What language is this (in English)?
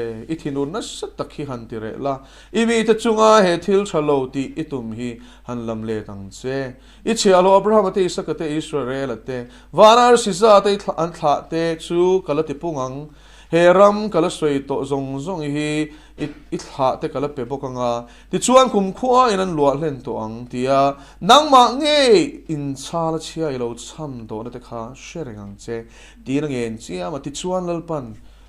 Mizo